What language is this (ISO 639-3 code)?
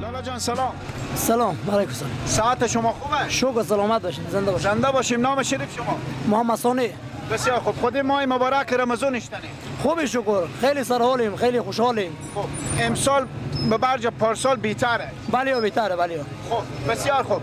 fas